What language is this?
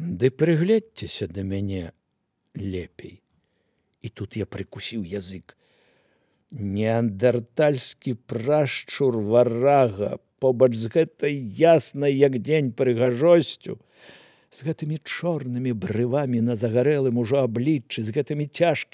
Belarusian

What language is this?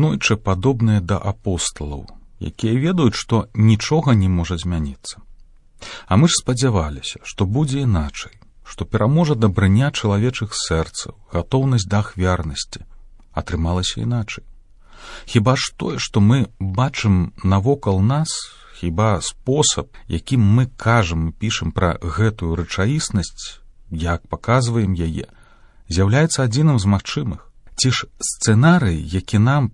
Belarusian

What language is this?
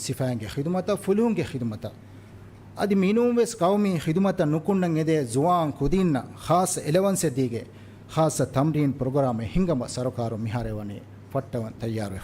Divehi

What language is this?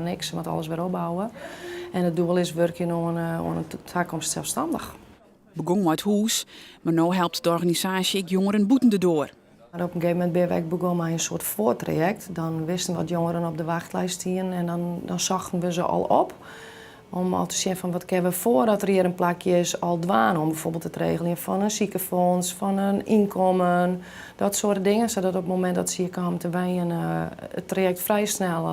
Western Frisian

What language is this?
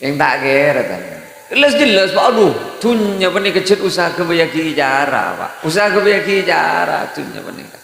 Madurese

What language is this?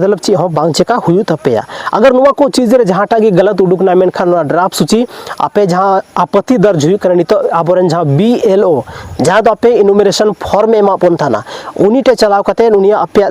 Santali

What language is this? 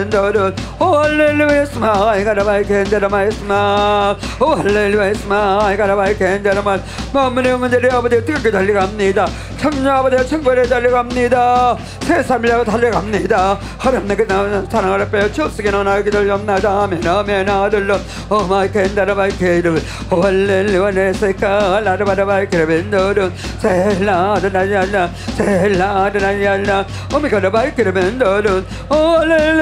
Korean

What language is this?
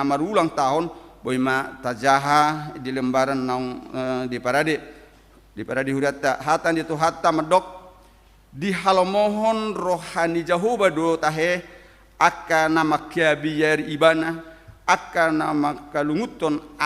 Batak Toba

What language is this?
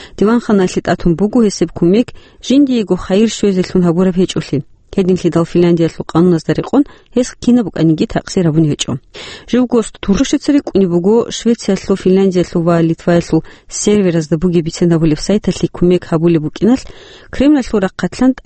Avaric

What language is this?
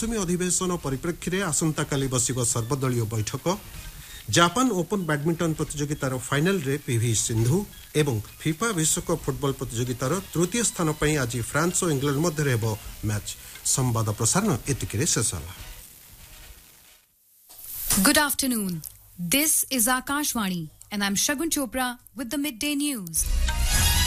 Odia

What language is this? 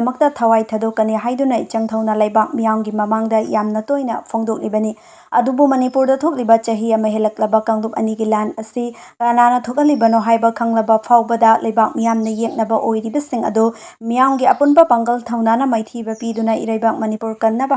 Manipuri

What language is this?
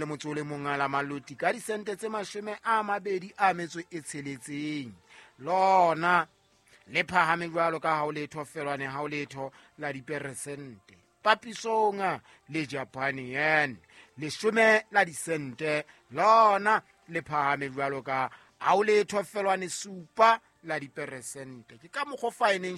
Southern Sotho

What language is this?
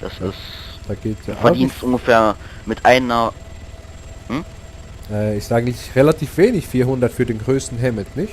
Swiss German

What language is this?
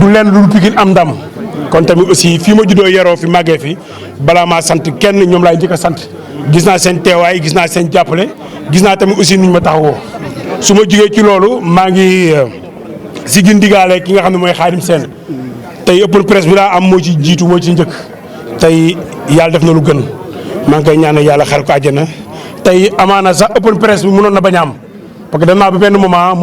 Wolof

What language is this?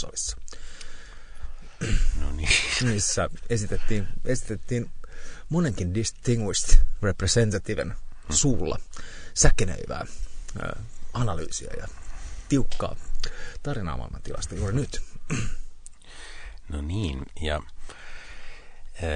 Finnish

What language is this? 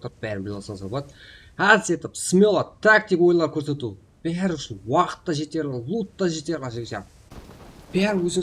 Kara-Kalpak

